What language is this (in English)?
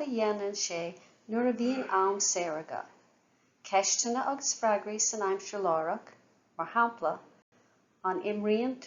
Irish